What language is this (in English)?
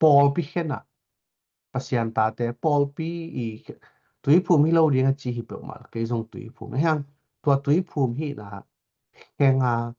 Tedim Chin